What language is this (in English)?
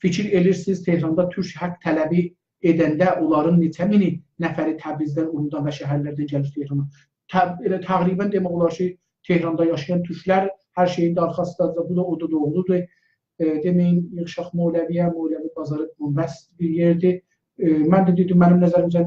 South Azerbaijani